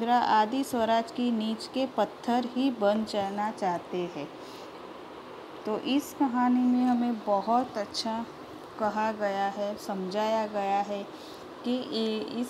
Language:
Hindi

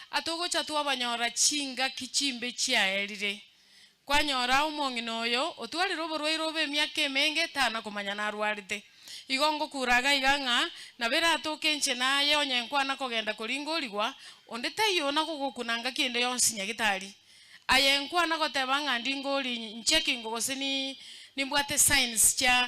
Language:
Gusii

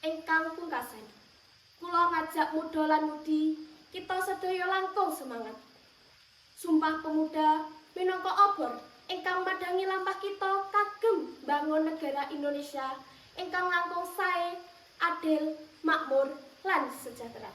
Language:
Javanese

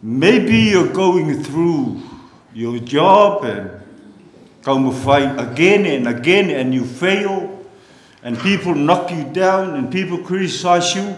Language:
Samoan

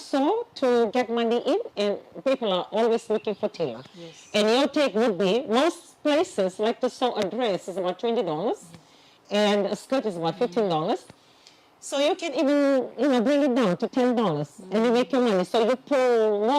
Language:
Fijian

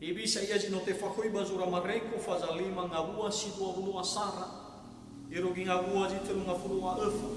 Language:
Nias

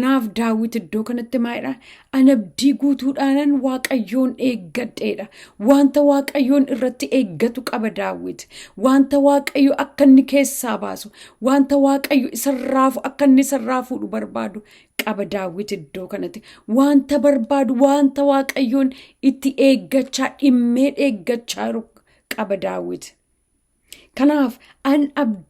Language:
Oromo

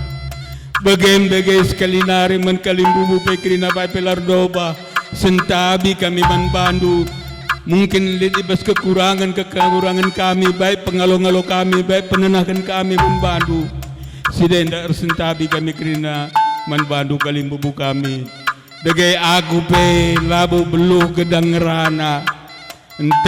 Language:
Batak Karo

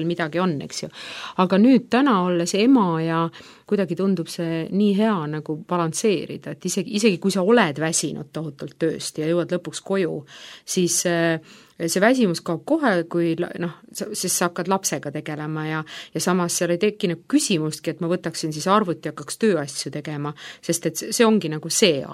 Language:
Estonian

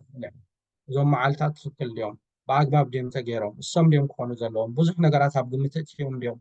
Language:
Tigrinya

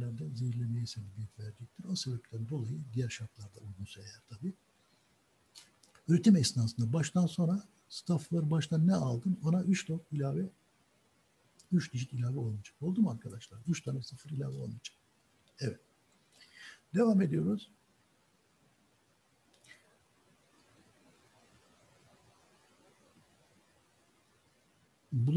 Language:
Turkish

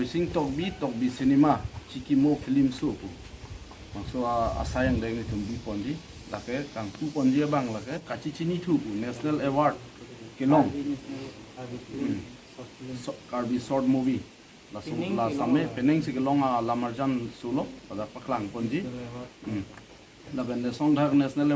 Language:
Karbi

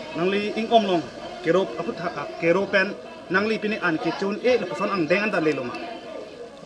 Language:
Karbi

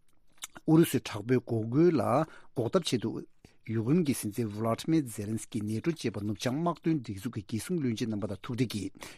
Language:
Tibetan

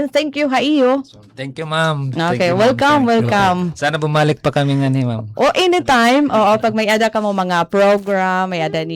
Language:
Waray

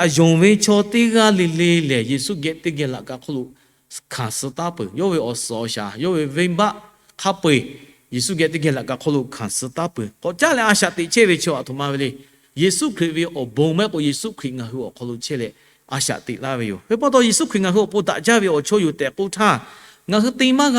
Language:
Lahu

